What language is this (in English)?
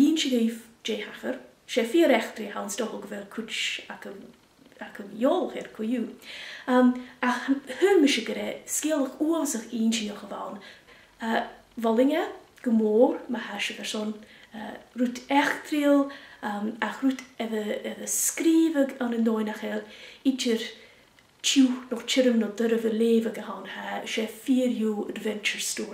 Scottish Gaelic